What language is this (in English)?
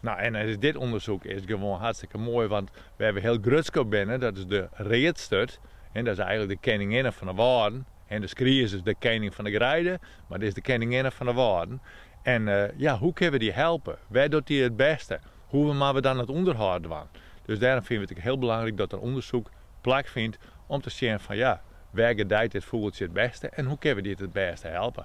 Western Frisian